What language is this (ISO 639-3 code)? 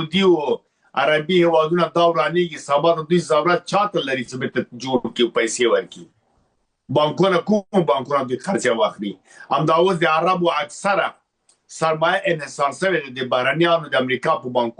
pus